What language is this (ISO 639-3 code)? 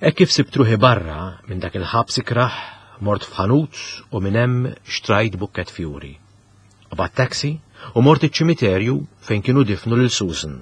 mlt